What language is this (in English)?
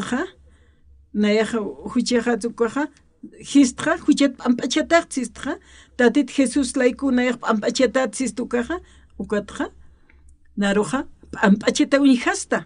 Aymara